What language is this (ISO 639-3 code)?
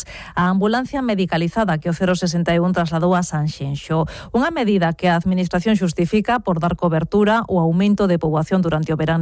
glg